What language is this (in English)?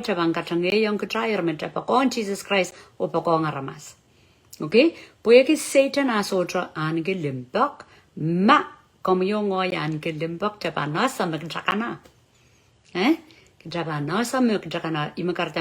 Pohnpeian